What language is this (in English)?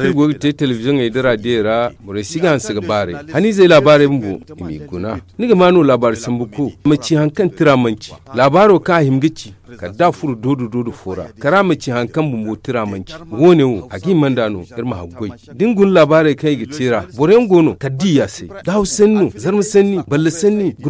Zarma